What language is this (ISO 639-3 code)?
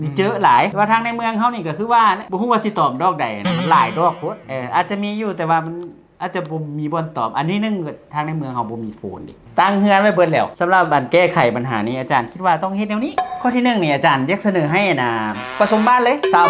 lao